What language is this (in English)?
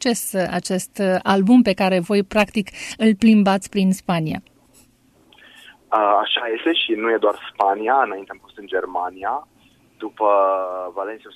Romanian